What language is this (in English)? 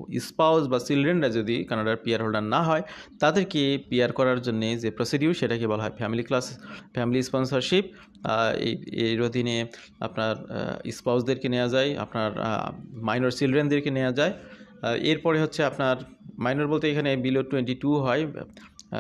Bangla